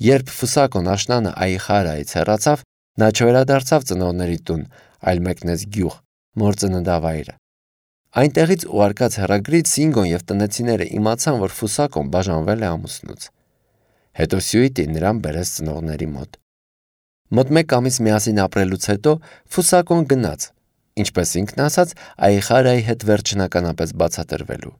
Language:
Armenian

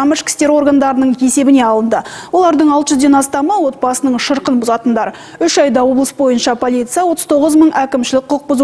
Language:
Kazakh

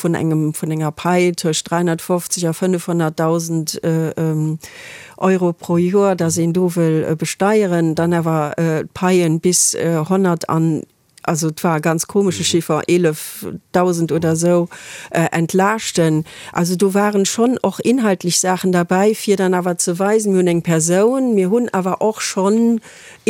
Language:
Luxembourgish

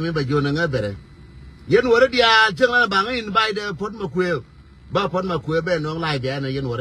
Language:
Nuer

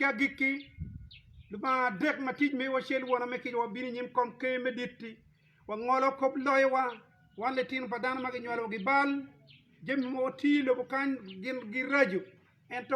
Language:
Acoli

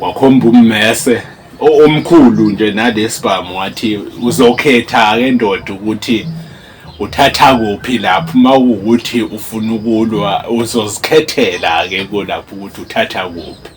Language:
Zulu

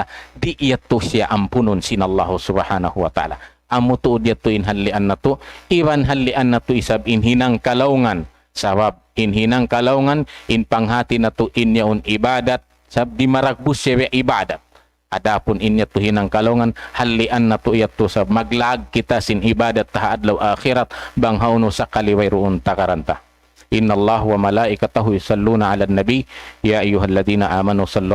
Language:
Tausug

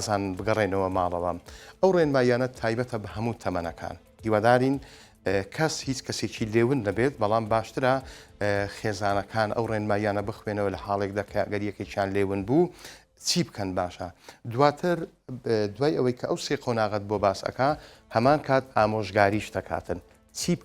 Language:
Central Kurdish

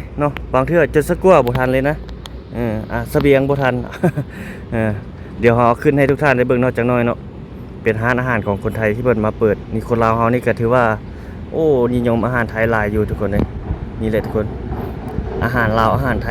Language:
Lao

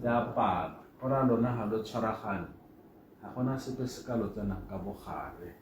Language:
Tswana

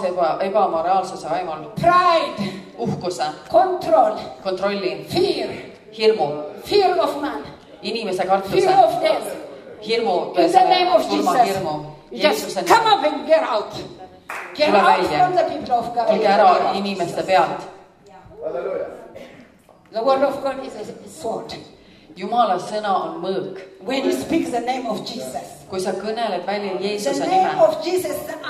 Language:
Estonian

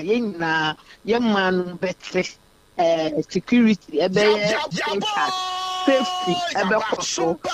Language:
Akan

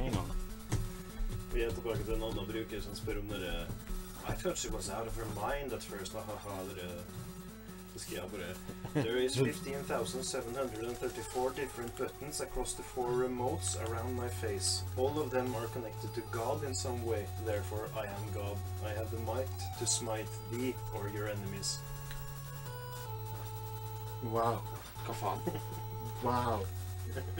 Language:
Norwegian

